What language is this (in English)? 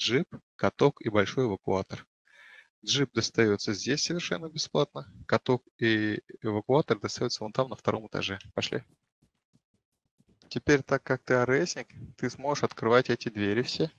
Russian